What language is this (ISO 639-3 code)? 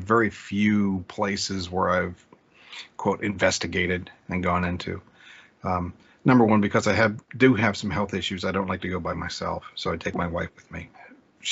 eng